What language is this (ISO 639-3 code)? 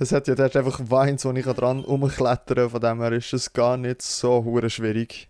gsw